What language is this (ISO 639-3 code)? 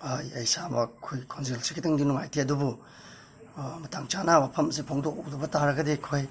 mni